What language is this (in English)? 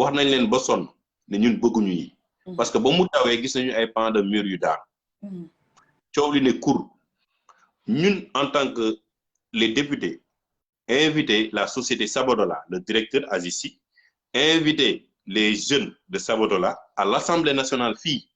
Wolof